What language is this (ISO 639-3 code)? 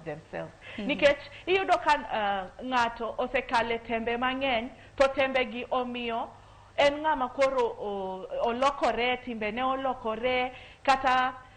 luo